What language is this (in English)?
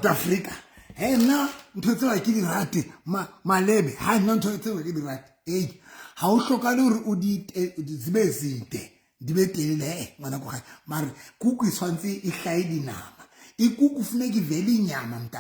Southern Sotho